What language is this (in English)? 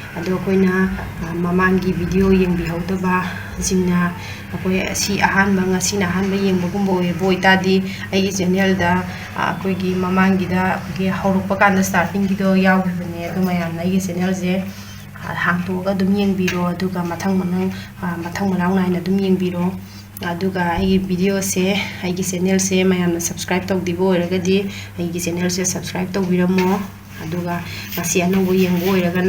Manipuri